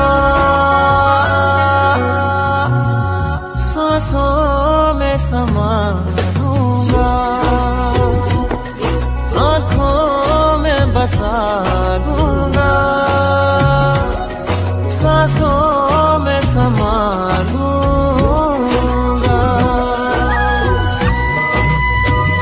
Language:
Hindi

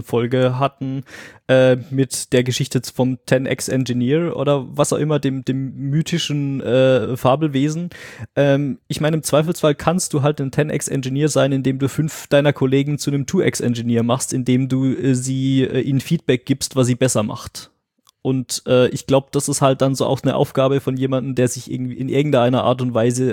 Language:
German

